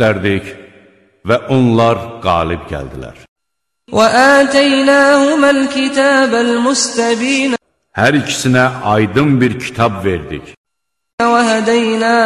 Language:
Azerbaijani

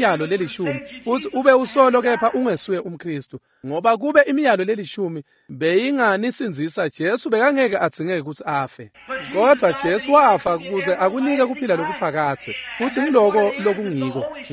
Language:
Swati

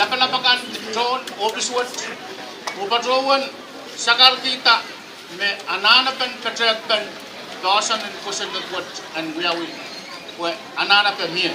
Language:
Pohnpeian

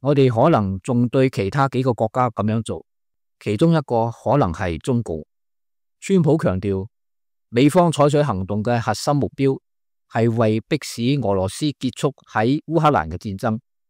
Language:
Cantonese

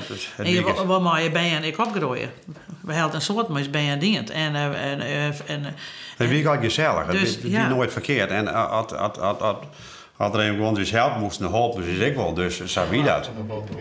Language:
Western Frisian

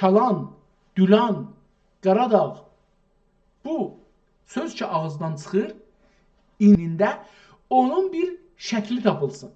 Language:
South Azerbaijani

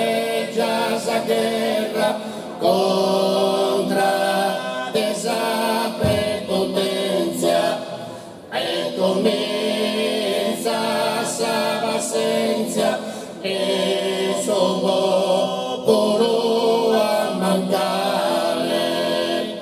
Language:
Sardinian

